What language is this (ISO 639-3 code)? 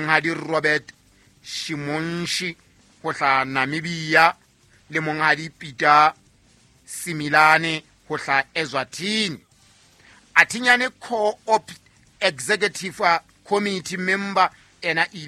sot